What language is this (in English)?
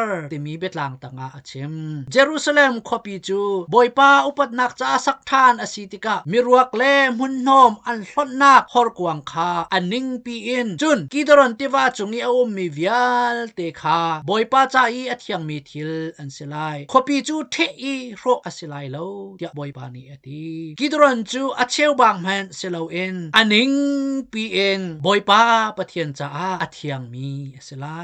Hakha Chin